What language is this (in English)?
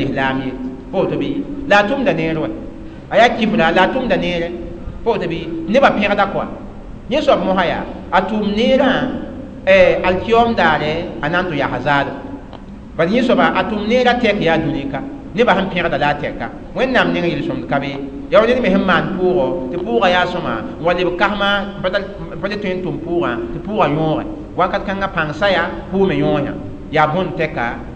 Mossi